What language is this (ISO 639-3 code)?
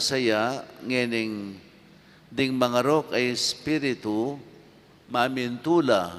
pam